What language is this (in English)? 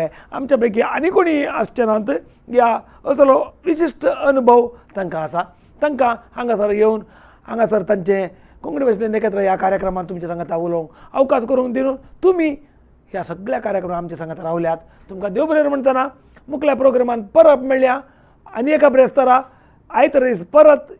Konkani